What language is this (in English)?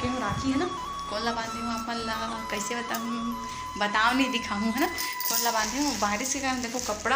Chhattisgarhi